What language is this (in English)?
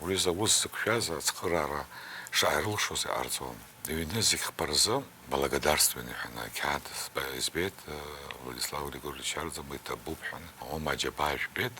Abkhazian